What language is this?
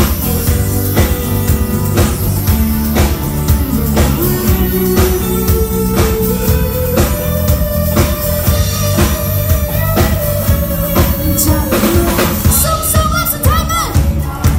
Thai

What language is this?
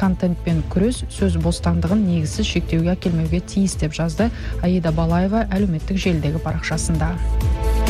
Kazakh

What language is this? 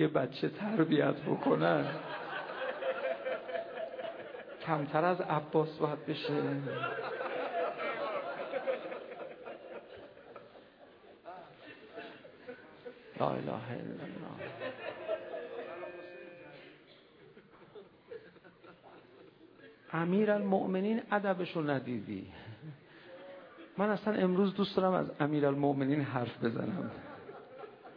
Persian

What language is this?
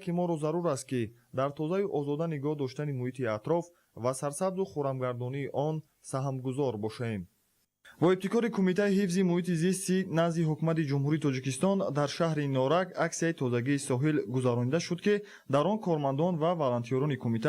Tajik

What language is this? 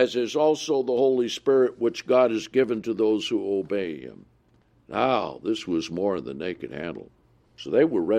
English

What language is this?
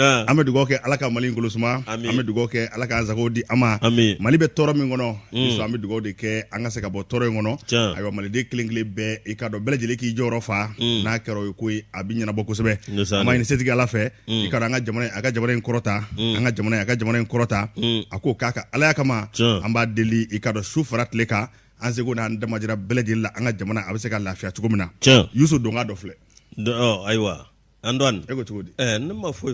Bambara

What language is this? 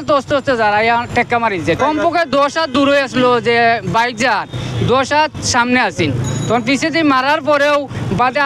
Sylheti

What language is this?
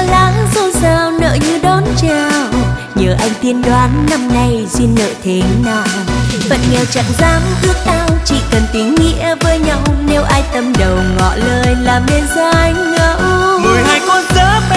Vietnamese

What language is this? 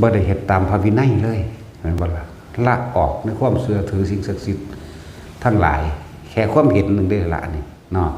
Northeastern Thai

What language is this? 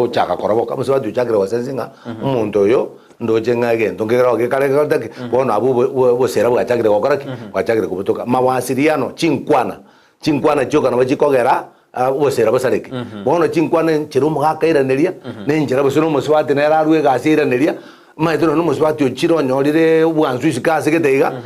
Gusii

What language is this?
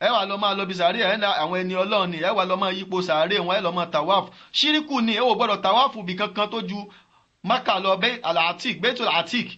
Yoruba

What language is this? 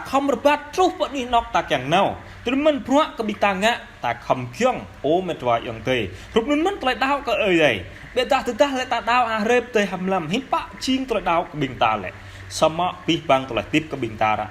Jarai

